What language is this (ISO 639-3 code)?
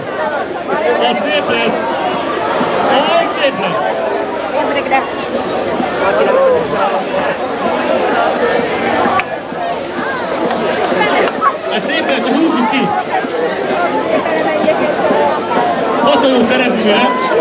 hun